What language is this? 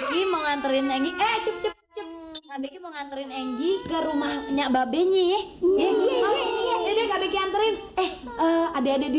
Betawi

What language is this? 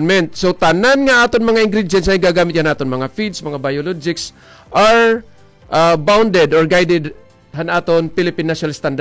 Waray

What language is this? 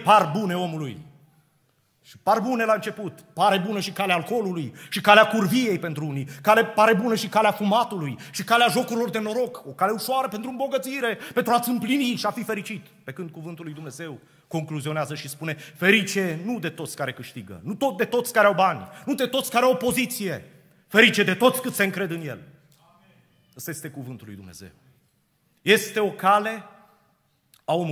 Romanian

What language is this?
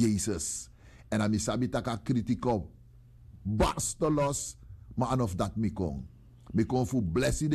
Sranan Tongo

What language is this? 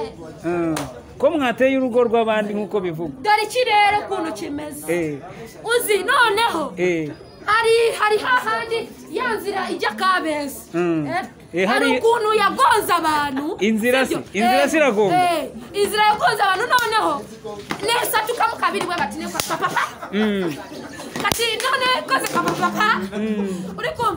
Kinyarwanda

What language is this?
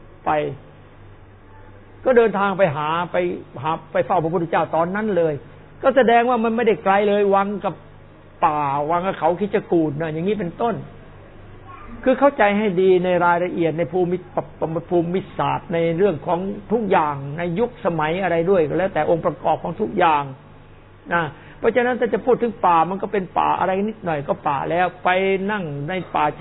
Thai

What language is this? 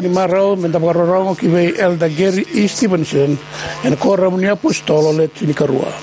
Fijian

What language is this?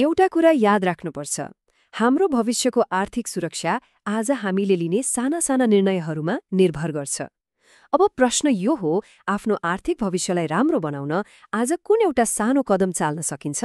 Nepali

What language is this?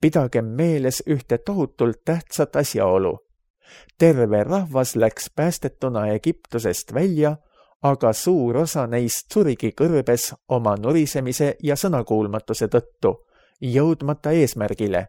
Estonian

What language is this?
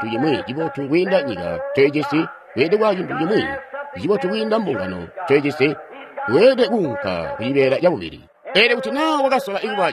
Tonga (Zambia)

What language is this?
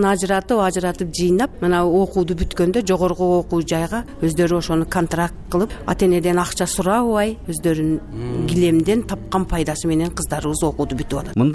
Kyrgyz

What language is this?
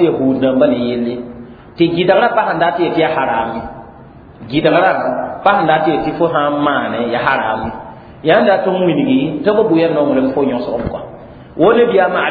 Mossi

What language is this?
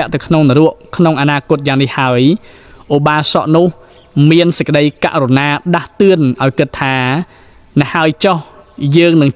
Khmer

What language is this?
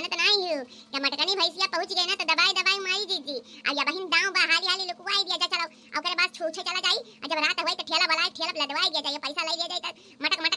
Awadhi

